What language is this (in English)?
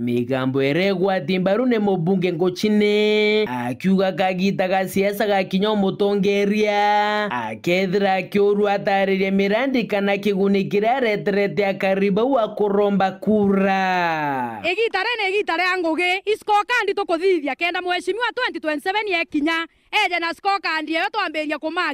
Meru